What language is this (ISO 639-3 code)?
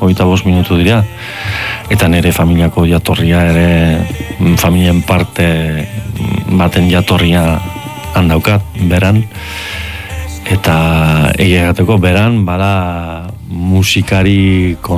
eus